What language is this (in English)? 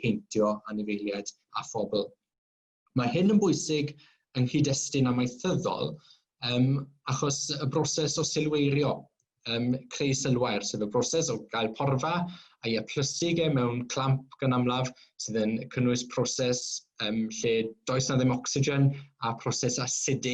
Welsh